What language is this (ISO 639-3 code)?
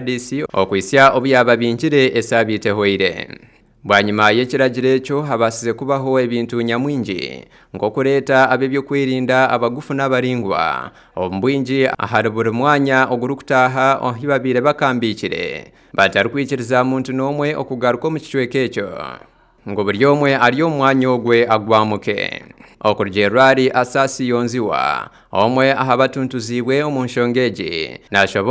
nyn